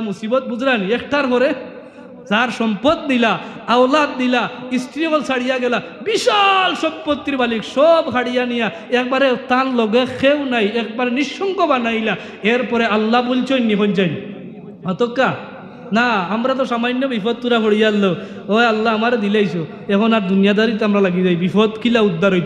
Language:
Sylheti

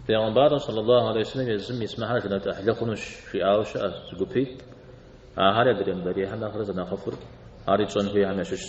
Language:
Kabardian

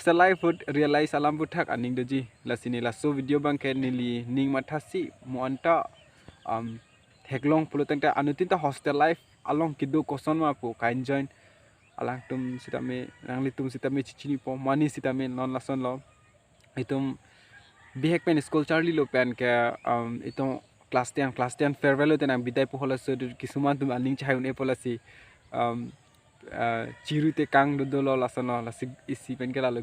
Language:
Karbi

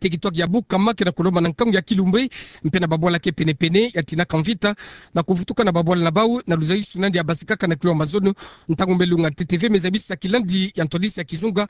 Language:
Kituba (Democratic Republic of Congo)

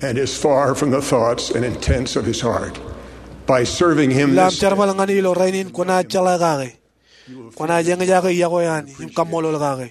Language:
Marshallese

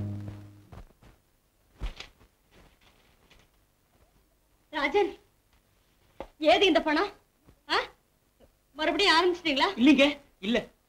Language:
Tamil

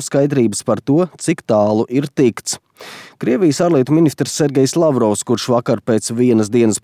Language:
Latvian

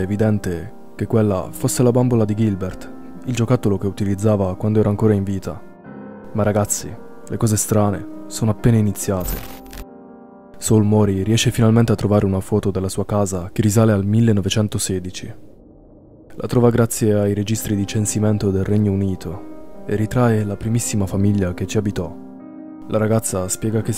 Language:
Italian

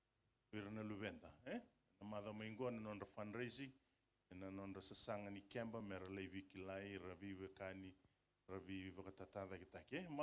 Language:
Fijian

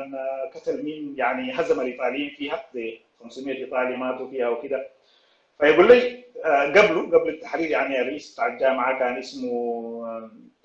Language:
Sudanese Arabic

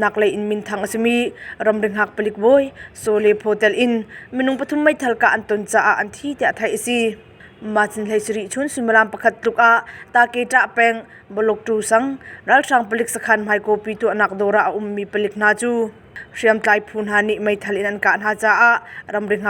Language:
Hakha Chin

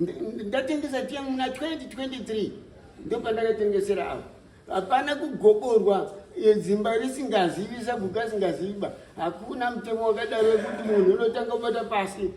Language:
Shona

